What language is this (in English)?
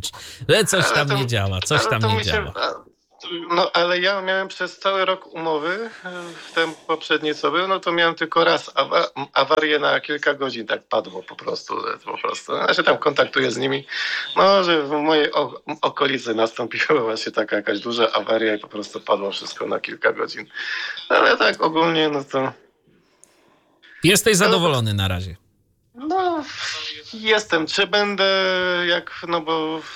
Polish